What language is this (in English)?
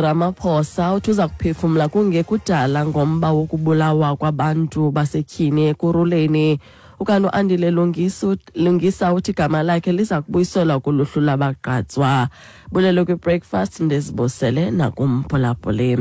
Xhosa